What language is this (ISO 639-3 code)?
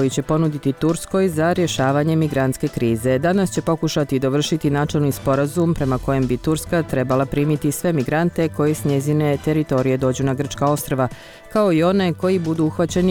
bos